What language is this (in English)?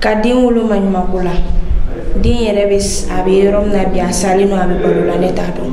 Bambara